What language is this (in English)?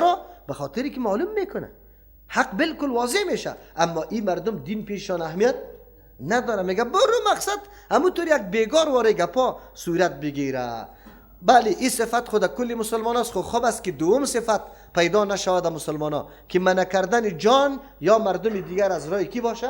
Persian